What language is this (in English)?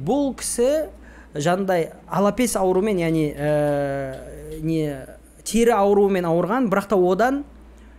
Kazakh